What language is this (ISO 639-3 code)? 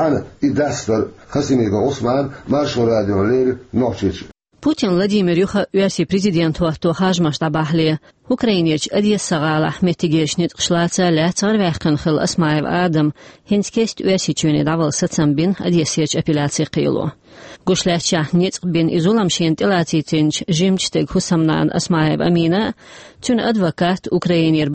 che